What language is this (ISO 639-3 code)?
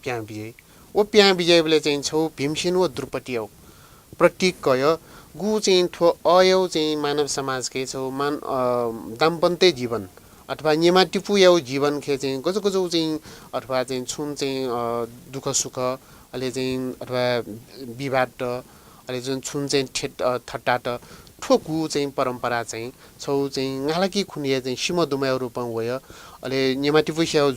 new